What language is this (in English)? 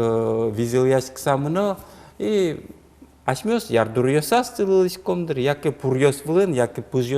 Udmurt